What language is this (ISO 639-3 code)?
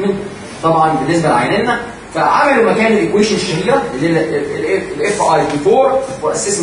arz